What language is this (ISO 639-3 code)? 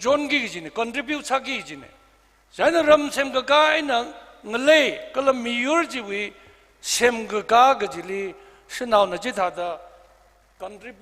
nmf